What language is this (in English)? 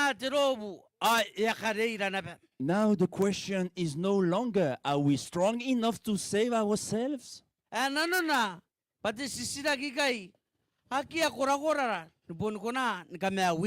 Gilbertese